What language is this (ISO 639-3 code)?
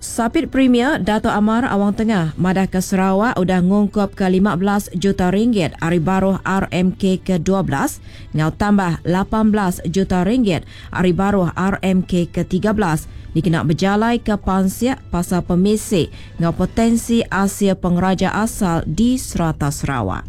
iba